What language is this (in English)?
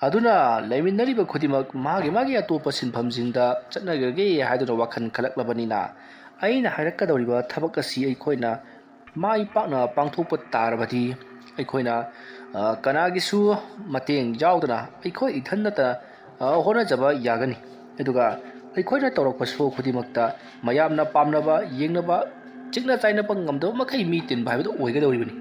Manipuri